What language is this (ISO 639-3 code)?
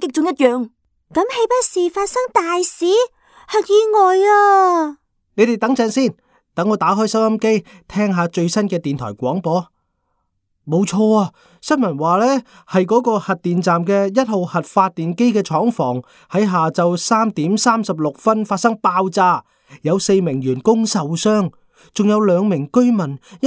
yue